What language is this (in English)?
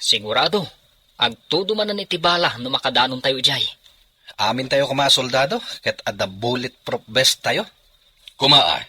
Iloko